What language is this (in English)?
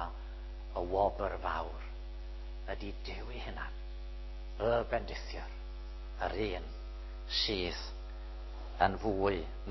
Welsh